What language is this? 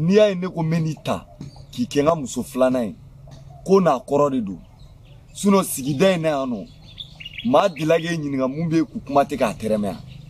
Bambara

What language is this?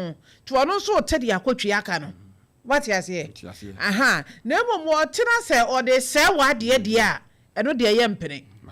Akan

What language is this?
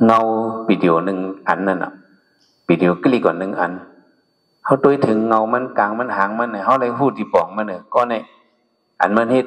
Shan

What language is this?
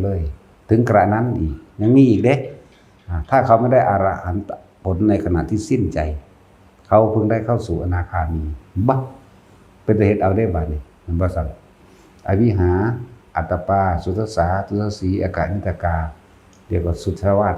Northeastern Thai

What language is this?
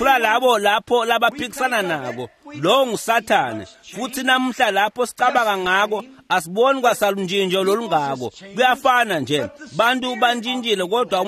Swati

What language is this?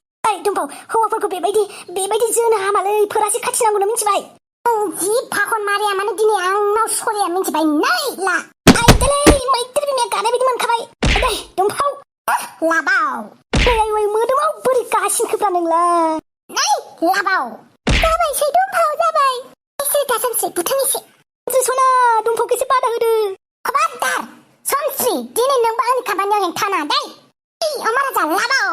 Bodo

